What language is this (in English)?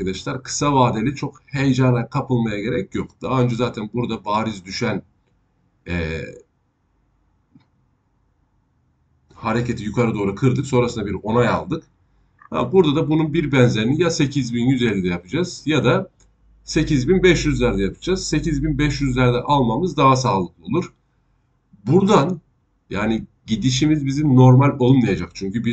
Turkish